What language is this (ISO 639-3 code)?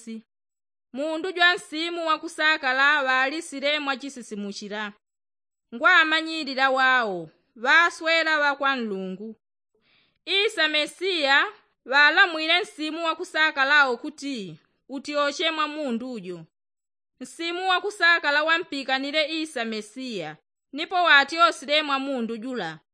yao